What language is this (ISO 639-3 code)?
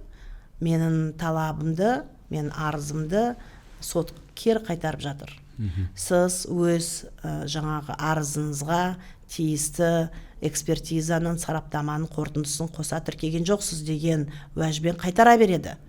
kaz